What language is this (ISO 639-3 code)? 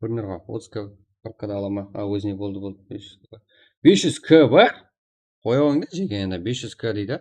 kaa